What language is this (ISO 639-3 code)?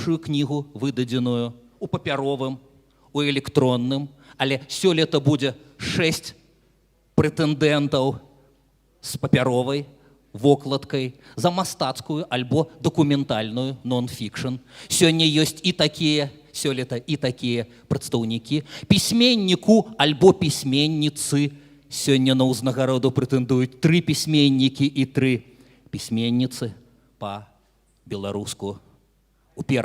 bel